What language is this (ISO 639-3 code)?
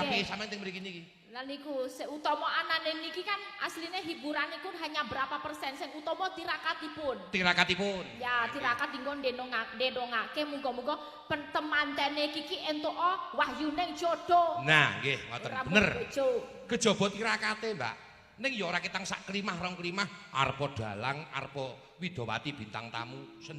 jav